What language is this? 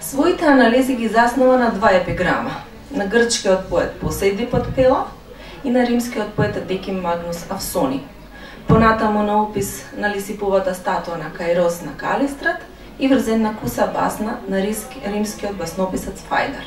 Macedonian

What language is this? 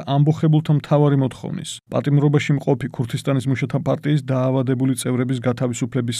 Georgian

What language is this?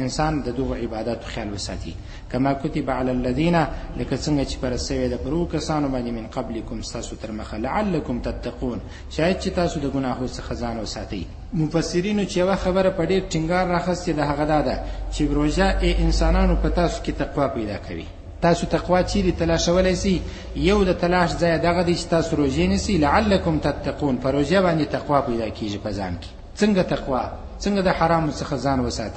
Pashto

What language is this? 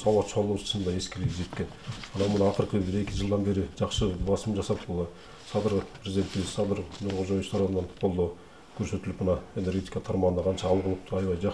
Kyrgyz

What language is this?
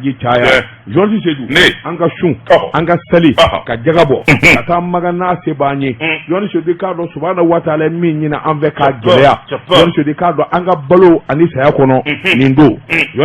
Bambara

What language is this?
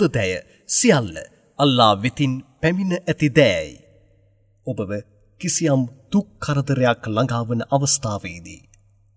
Sinhala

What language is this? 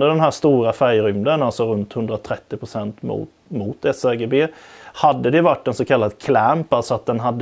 Swedish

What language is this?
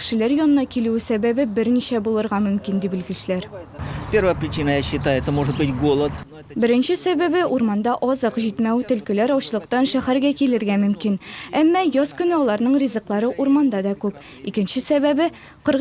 Tatar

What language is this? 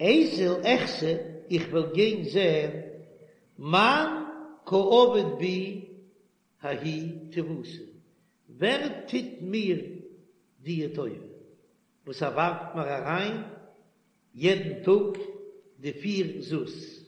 Yiddish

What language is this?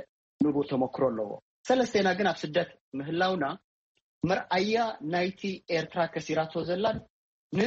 Tigrinya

